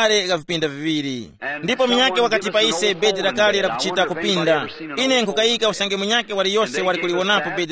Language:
Tumbuka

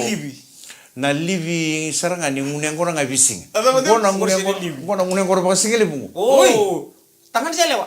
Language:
Fijian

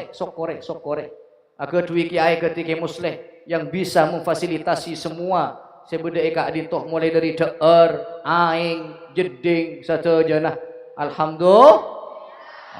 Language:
Madurese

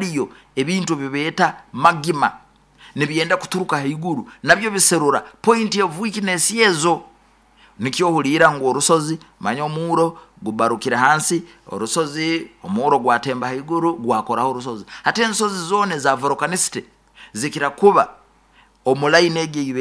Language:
Nyoro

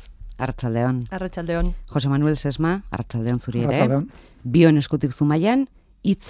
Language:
Basque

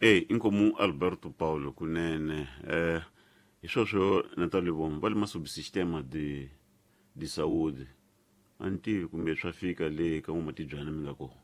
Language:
Tsonga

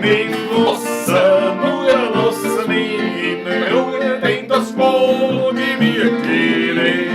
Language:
Bavarian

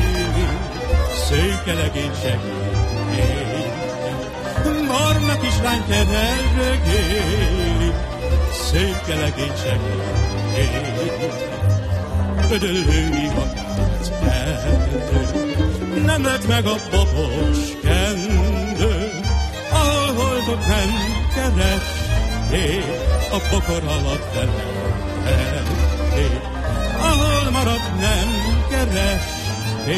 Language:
Hungarian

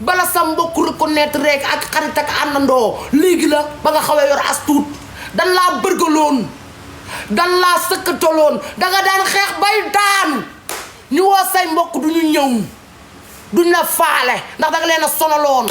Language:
Wolof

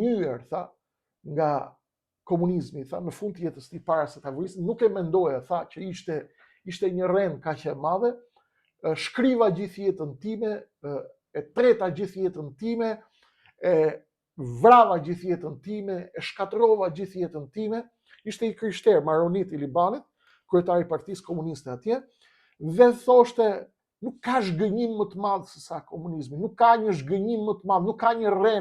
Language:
Albanian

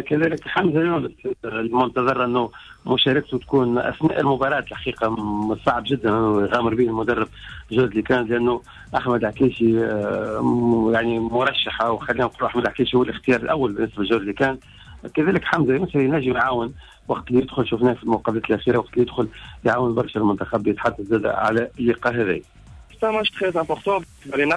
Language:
Tunisian Arabic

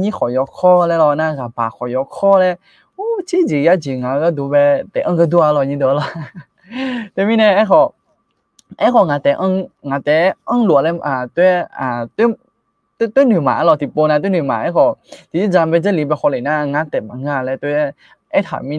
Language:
Akha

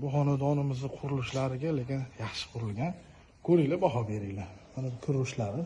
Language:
Uzbek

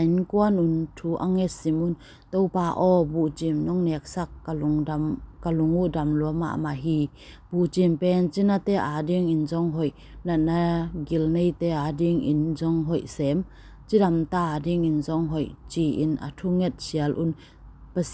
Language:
Tedim Chin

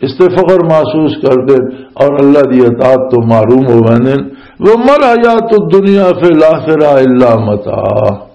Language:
Western Panjabi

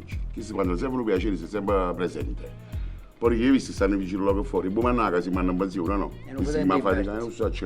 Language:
Neapolitan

